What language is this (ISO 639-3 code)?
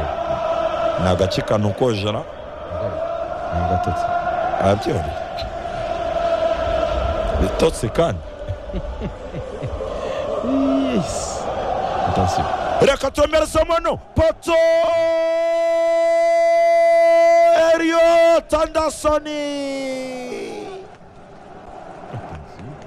kin